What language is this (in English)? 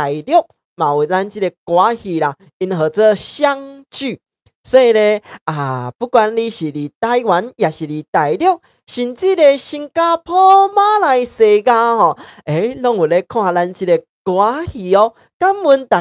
Min Nan Chinese